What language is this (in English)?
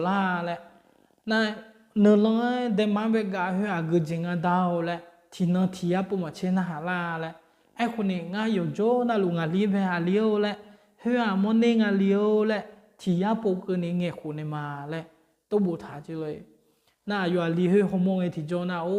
Akha